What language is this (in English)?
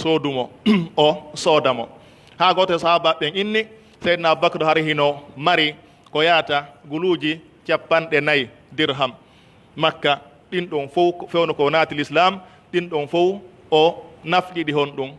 Pular